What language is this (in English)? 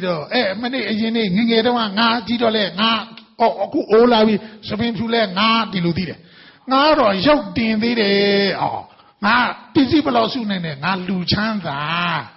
Burmese